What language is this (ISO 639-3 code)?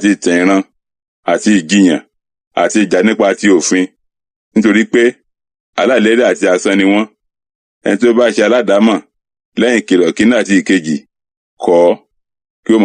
yor